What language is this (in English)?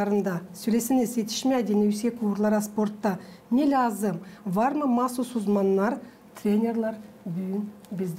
Gagauz